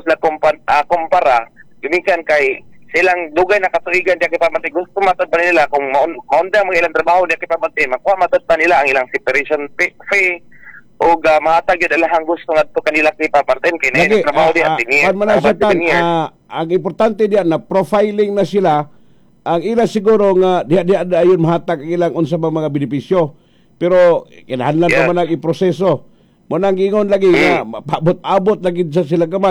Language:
Cebuano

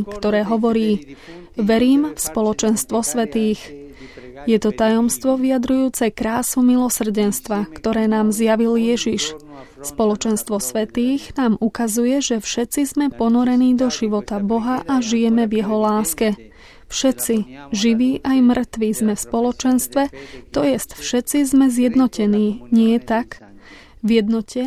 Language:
Slovak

